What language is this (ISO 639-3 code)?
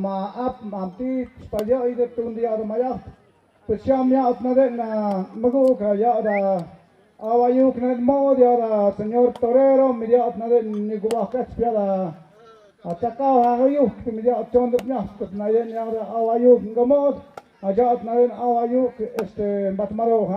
mxp